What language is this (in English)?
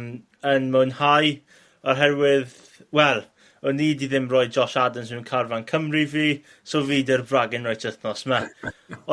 Welsh